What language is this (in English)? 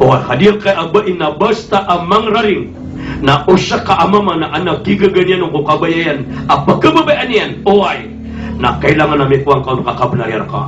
Maranao